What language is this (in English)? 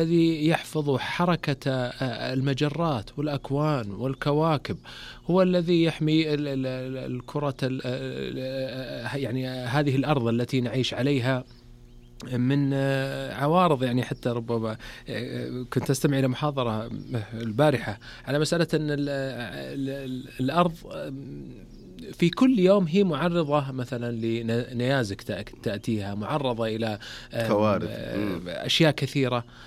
Arabic